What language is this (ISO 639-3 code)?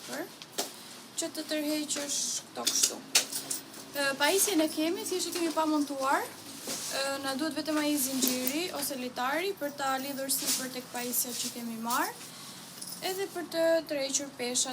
sqi